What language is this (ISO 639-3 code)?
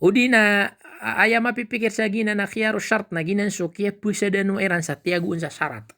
mrw